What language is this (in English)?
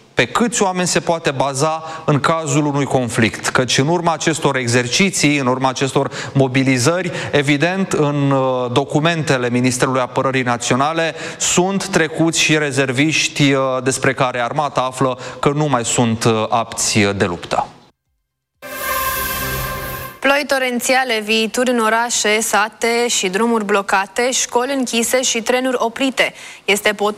Romanian